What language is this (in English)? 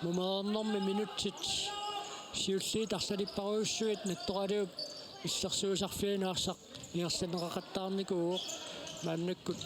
Kalaallisut